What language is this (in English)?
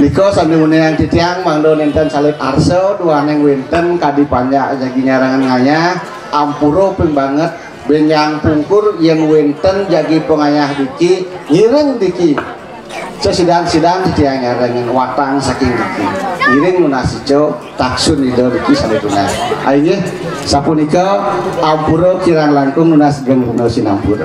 Balinese